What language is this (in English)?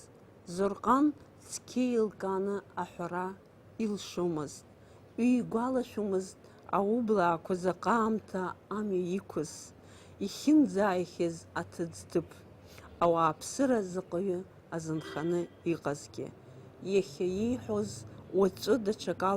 Abkhazian